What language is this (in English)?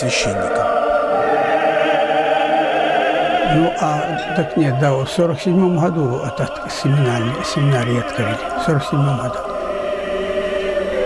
Russian